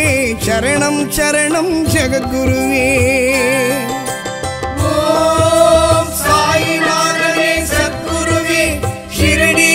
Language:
Tamil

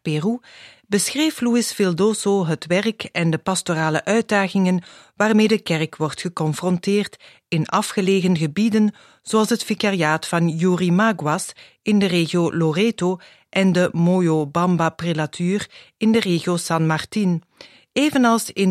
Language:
Dutch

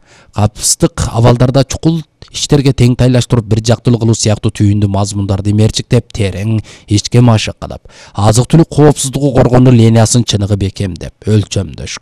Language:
Kyrgyz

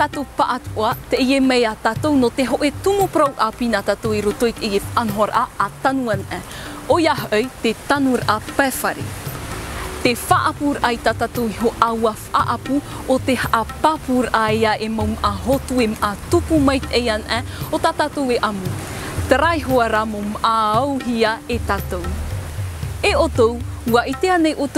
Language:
Tahitian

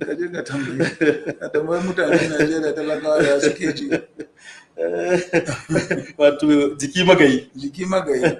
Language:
Hausa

